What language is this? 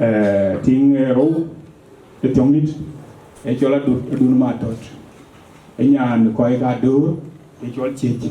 Dinka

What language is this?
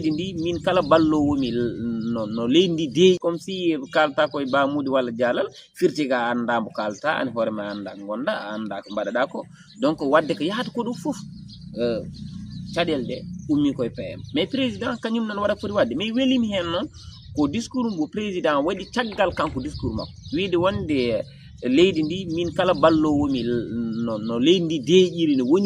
Fula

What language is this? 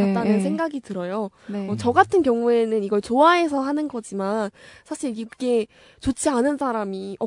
Korean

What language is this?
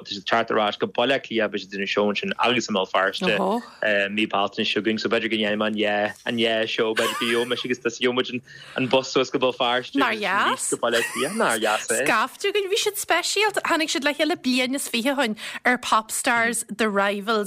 Irish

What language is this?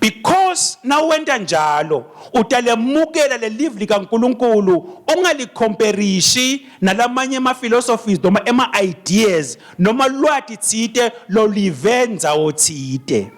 Swati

